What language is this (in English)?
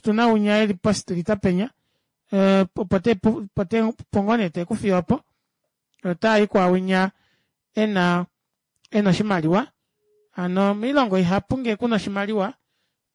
Kuanyama